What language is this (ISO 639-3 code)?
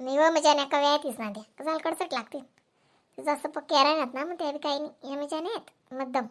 khn